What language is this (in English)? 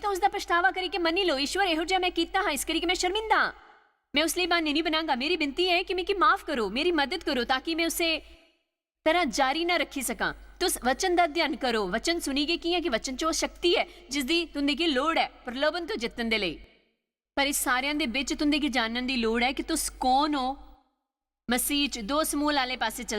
Dogri